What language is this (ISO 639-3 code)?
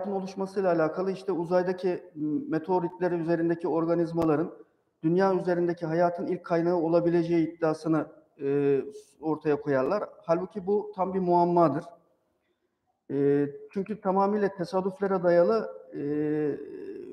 tur